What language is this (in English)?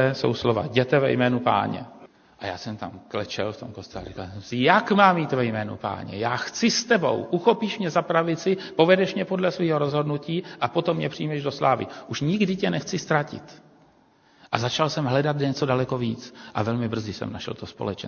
Czech